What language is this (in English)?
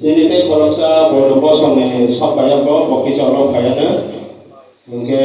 Kok Borok